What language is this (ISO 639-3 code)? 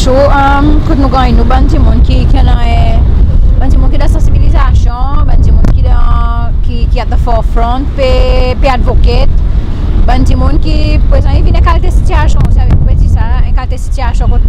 crs